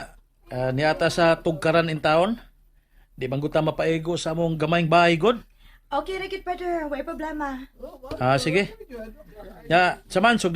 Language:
Cebuano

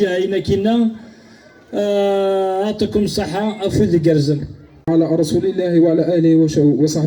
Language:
Kabyle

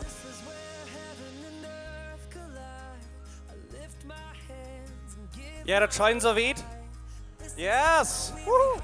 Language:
Plautdietsch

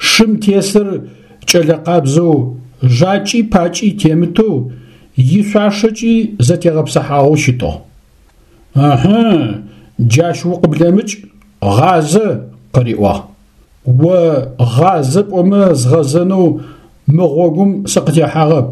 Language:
Adyghe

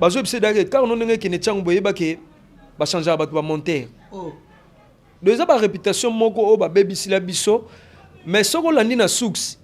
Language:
Lingala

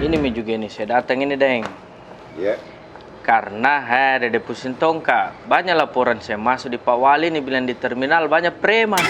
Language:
Makassar Malay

